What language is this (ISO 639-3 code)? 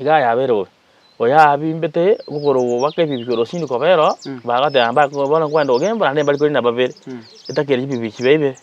guz